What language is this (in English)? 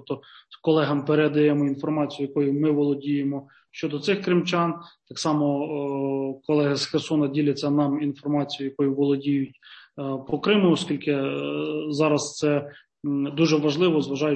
Ukrainian